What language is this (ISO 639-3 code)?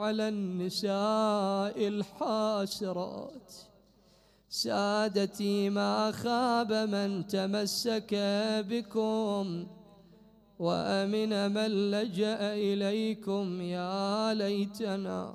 acm